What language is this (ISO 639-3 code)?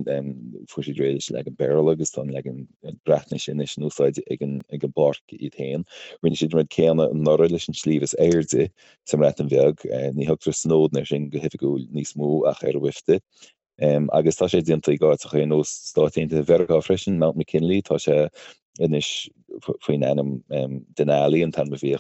gle